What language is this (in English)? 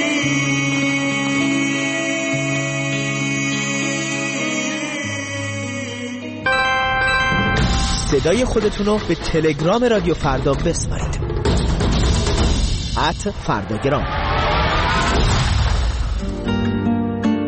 Persian